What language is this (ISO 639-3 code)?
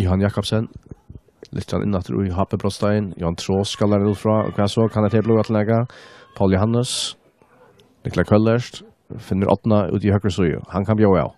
fao